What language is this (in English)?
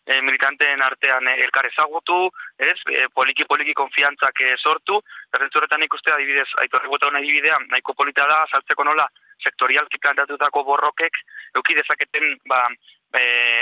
Basque